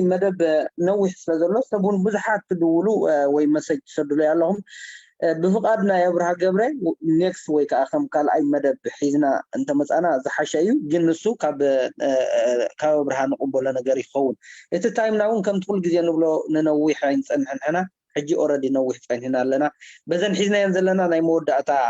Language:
Tigrinya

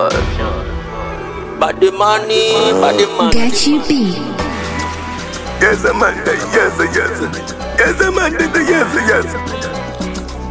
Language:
Swahili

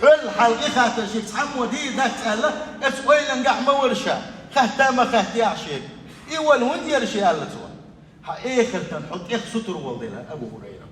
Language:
Chechen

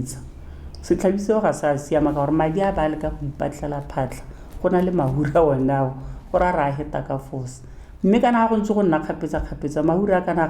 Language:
Tswana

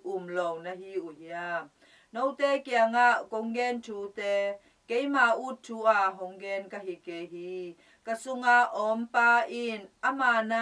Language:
Tedim Chin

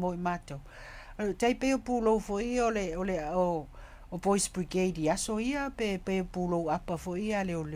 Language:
Samoan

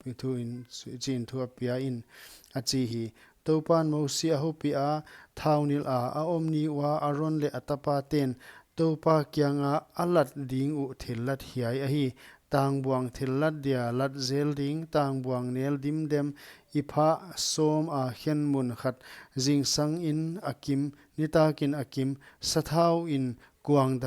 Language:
Paite Chin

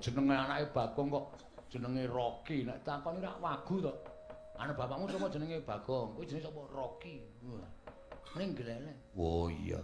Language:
Javanese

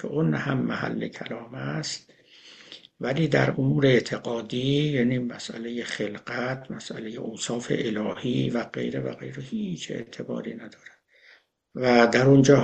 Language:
Persian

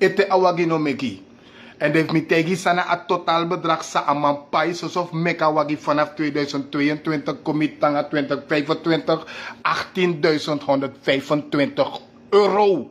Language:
Sranan Tongo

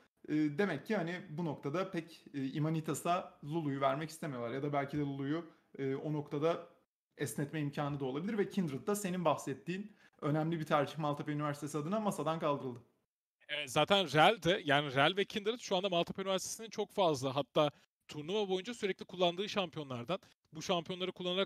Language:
Turkish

